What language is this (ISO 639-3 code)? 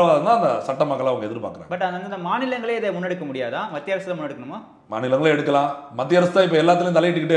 tam